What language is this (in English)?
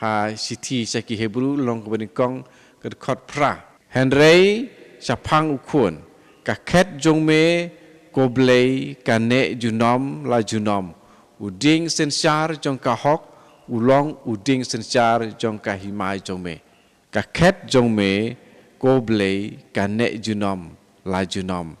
Khasi